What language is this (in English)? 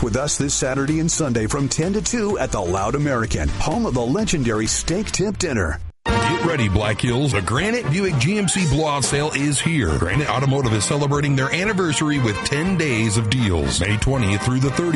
English